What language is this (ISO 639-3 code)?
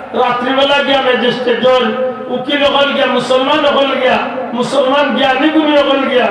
syl